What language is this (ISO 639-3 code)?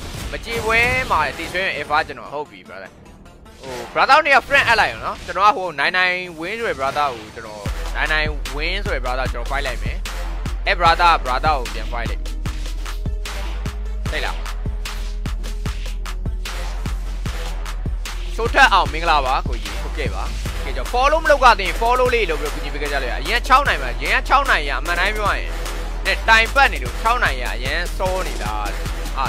mya